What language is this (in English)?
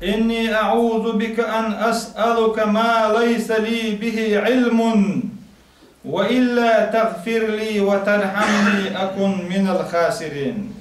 Chechen